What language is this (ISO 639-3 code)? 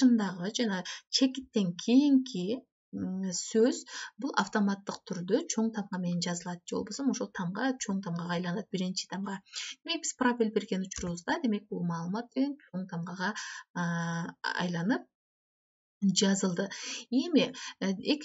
kir